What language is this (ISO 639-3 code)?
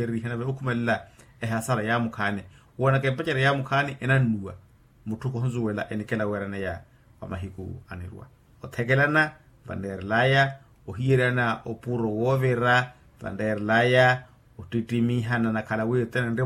vmw